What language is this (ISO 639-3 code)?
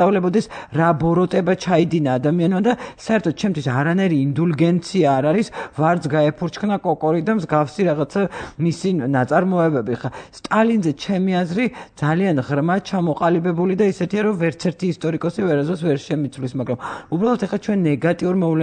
kat